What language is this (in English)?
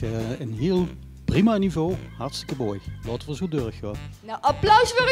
Limburgish